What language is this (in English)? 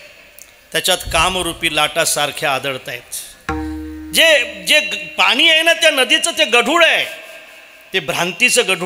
Marathi